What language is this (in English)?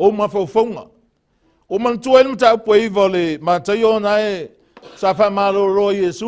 Samoan